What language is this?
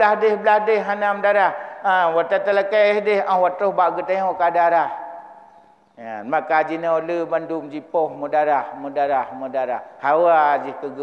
Achinese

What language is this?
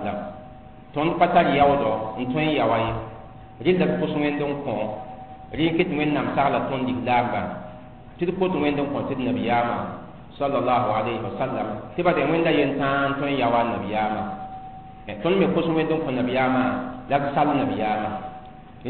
Mossi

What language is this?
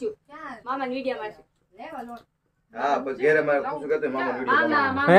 Gujarati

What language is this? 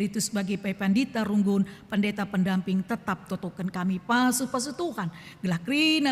Batak Karo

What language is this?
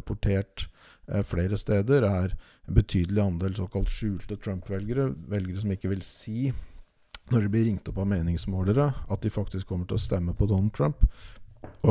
Norwegian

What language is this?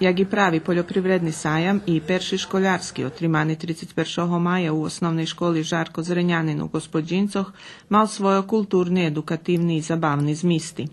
Rusyn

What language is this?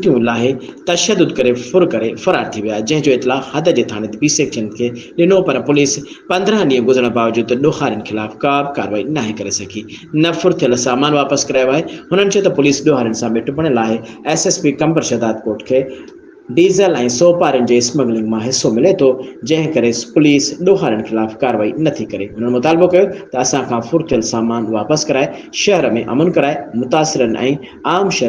Sindhi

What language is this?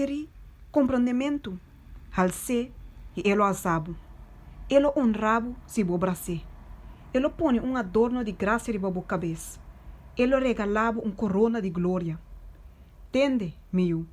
Papiamento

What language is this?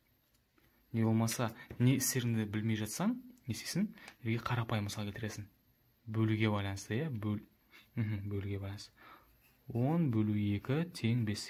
Kazakh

